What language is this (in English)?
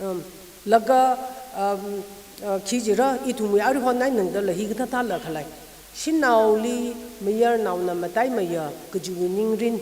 Tangkhul Naga (India)